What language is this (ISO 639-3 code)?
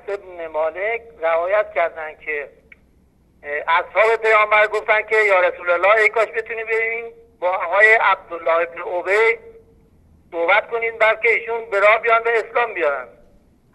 fas